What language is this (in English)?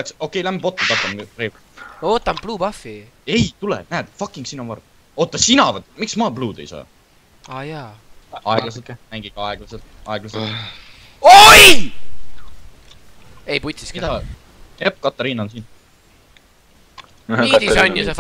Estonian